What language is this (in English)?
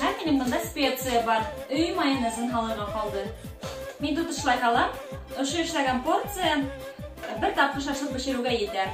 Bashkir